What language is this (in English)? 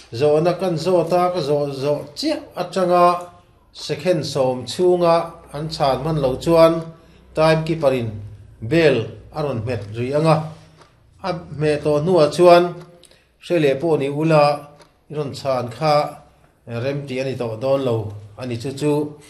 Mizo